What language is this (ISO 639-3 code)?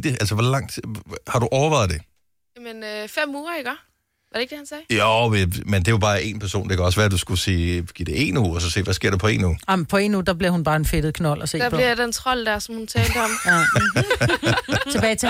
dan